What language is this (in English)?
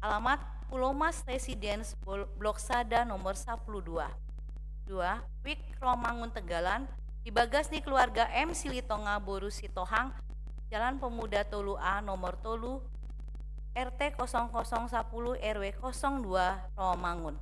Batak Toba